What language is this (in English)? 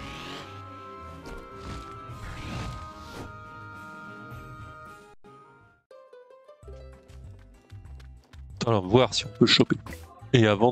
French